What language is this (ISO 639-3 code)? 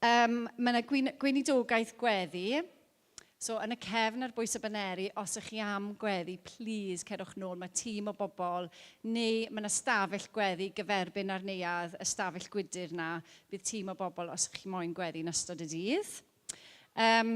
cym